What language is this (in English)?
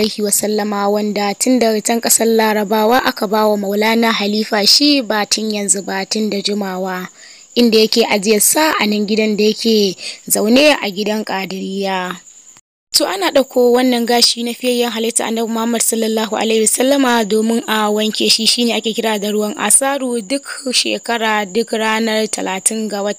Hausa